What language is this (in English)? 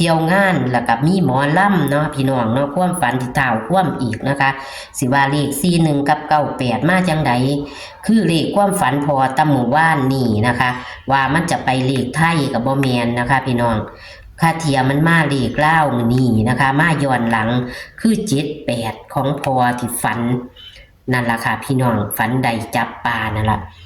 Northeastern Thai